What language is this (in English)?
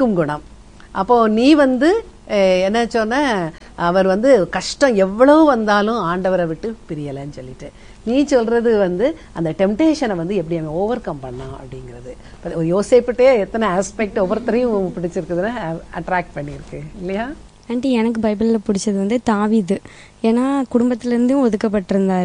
Tamil